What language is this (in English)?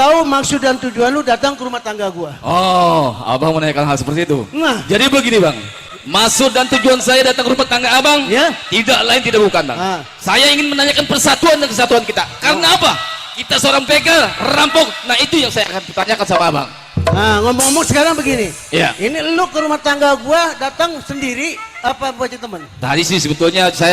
Betawi